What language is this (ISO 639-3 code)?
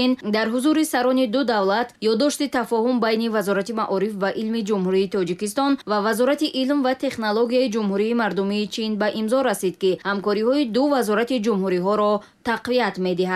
tgk